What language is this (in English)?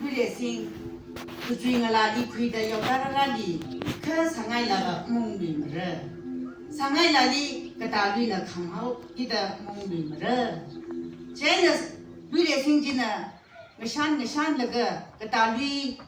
Tangkhul Naga (India)